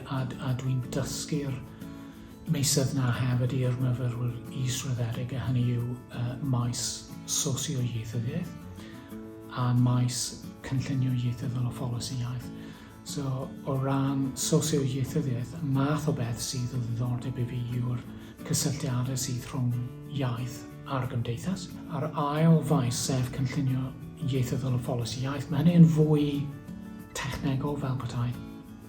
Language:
Welsh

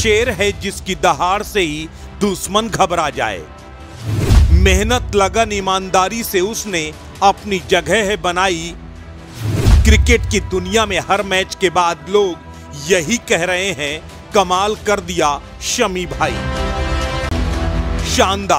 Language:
Hindi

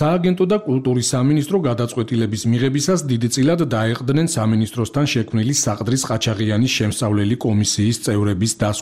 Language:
Georgian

